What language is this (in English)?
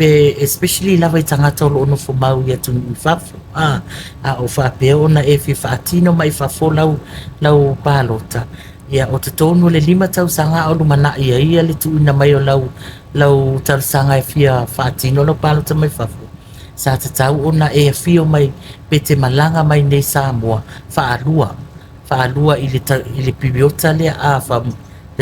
Samoan